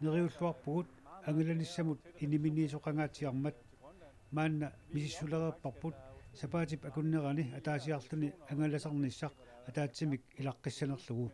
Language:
Kalaallisut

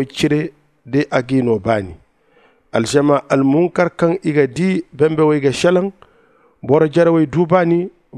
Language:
Zarma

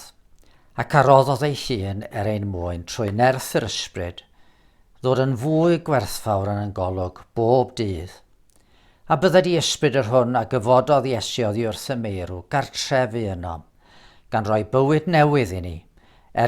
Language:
Welsh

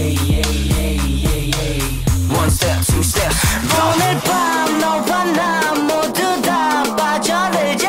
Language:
Korean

